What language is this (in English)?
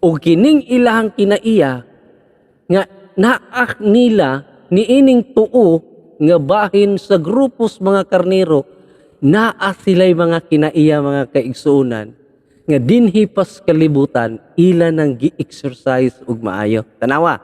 Cebuano